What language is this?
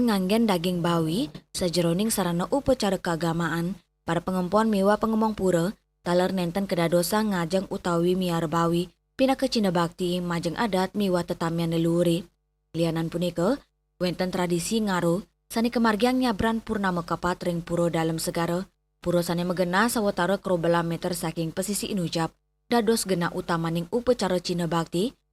Balinese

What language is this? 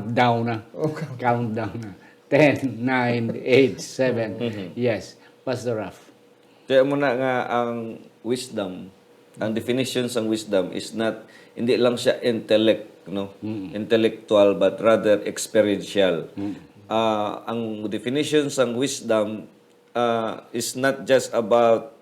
Hiligaynon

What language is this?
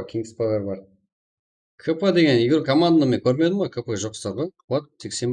Kara-Kalpak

